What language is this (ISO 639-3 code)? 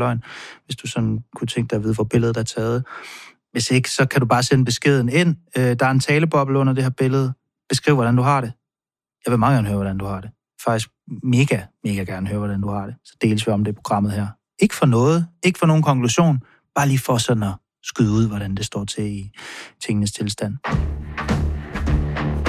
dan